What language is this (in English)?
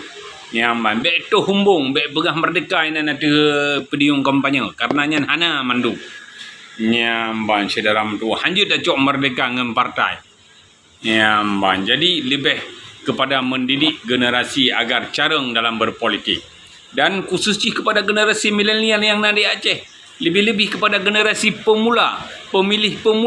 Achinese